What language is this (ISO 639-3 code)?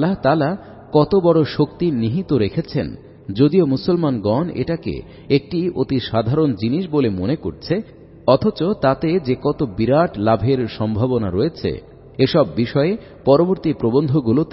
ben